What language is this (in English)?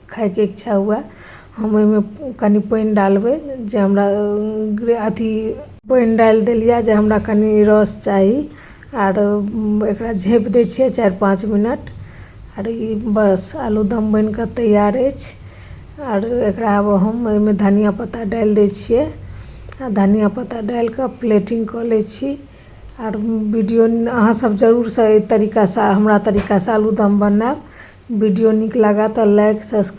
Maithili